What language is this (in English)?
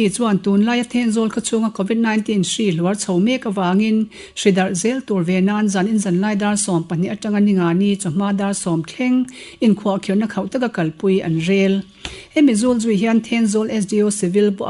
Mizo